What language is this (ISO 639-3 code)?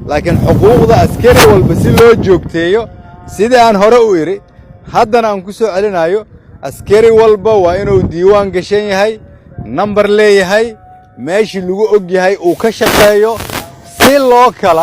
som